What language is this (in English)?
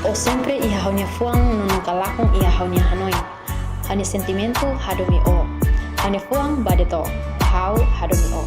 Tetum